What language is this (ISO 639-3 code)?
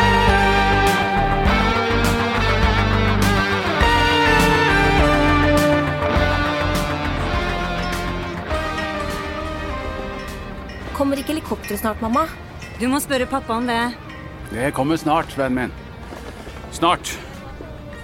nor